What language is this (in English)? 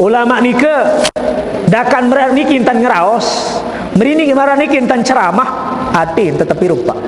Sasak